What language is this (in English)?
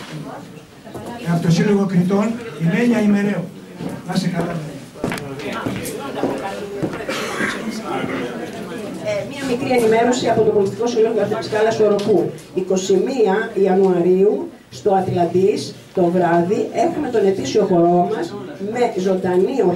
Greek